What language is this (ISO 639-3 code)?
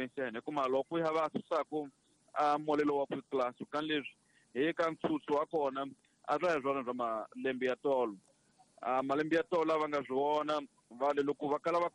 tso